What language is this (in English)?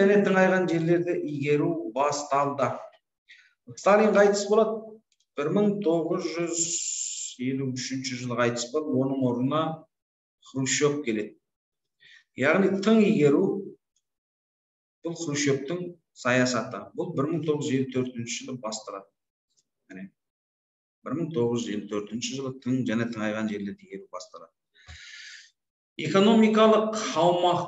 Kazakh